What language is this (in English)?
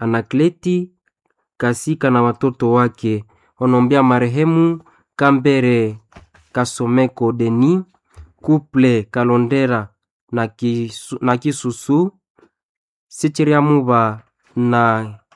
Swahili